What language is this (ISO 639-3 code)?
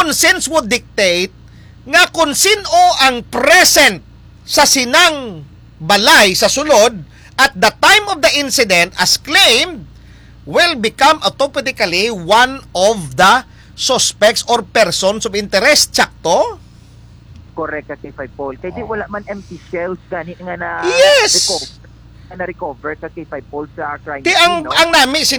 hil